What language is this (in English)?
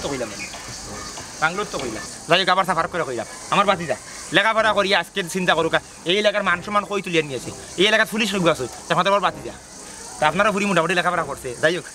Sylheti